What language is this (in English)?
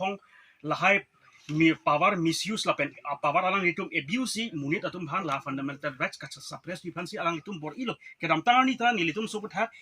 Karbi